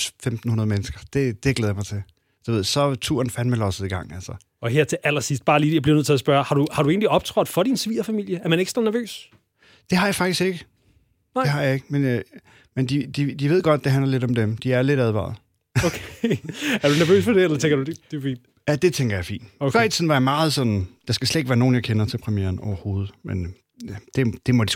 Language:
Danish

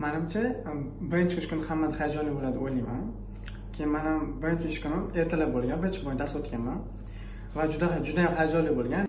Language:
Uzbek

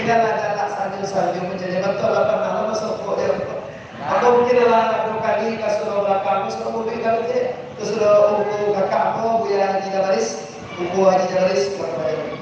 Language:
Minangkabau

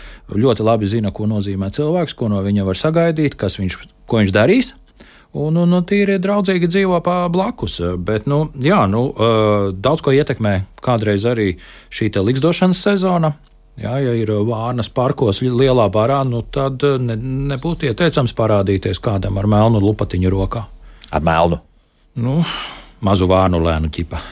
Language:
Latvian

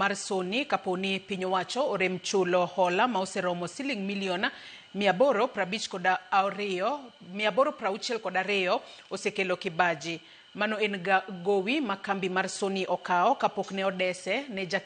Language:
Luo (Kenya and Tanzania)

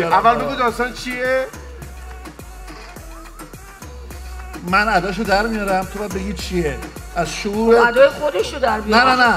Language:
Persian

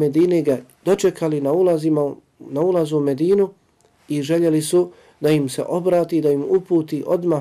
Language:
Bosnian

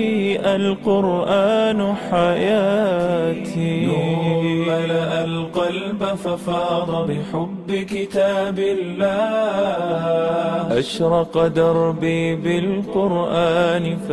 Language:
Bosnian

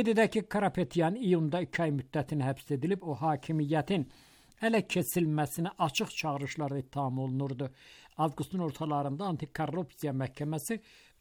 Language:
Azerbaijani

